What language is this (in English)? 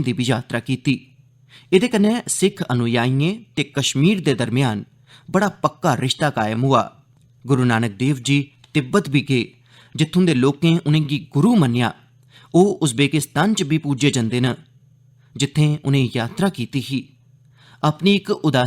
Dogri